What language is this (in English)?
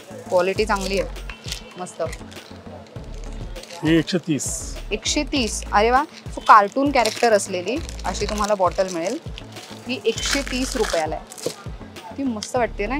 Marathi